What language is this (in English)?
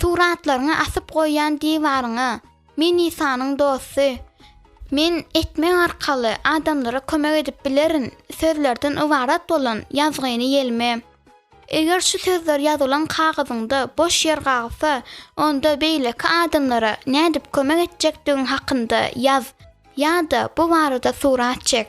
Turkmen